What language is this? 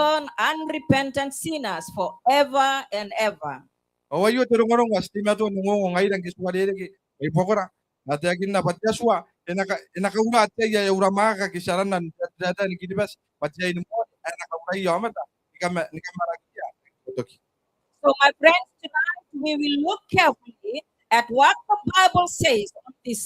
Gilbertese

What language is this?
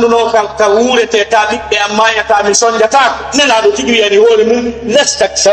Fula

